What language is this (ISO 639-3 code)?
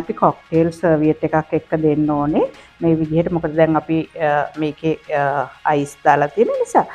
sin